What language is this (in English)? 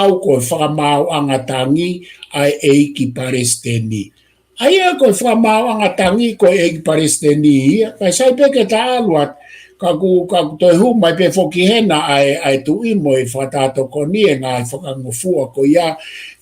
Tongan